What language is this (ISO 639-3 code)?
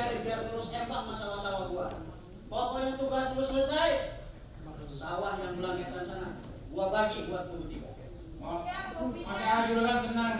bew